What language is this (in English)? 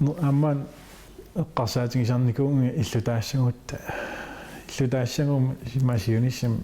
Kalaallisut